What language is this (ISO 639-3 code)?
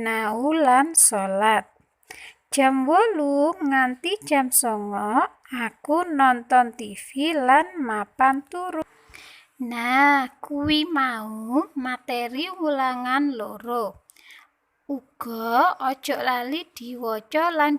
jav